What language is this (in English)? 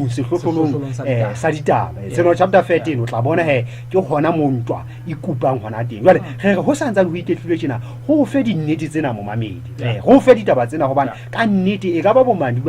Southern Sotho